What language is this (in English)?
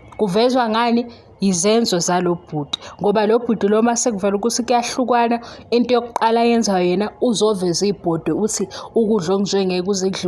Zulu